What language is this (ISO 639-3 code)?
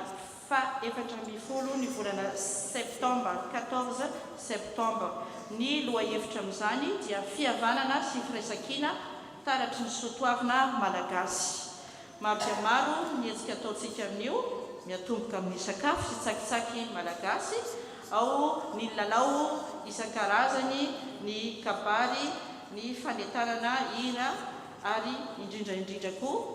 mlg